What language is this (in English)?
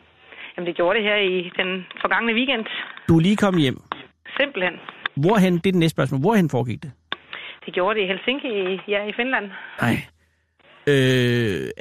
Danish